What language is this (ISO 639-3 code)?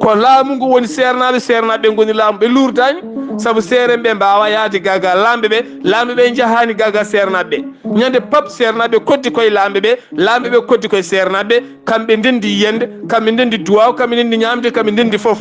ful